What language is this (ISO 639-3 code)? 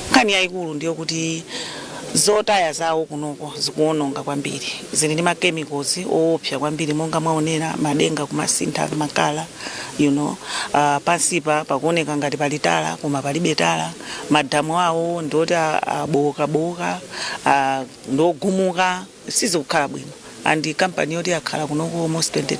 nya